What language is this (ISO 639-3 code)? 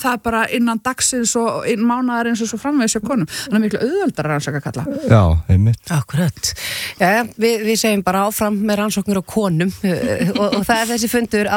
isl